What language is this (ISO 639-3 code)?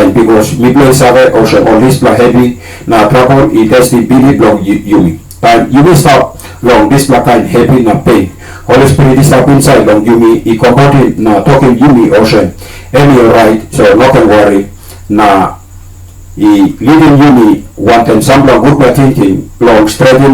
tpi